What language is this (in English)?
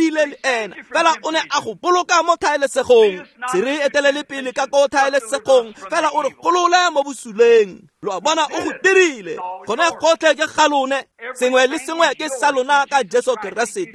Tswana